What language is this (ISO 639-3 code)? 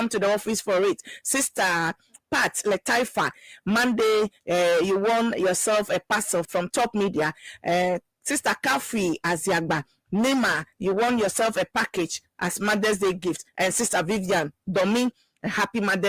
ewe